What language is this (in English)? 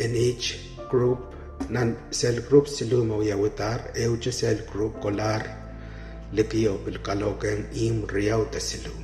Pohnpeian